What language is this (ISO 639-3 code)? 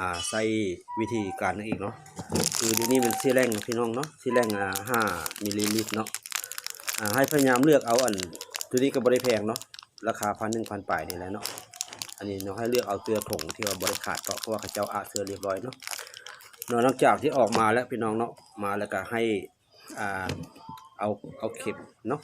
lao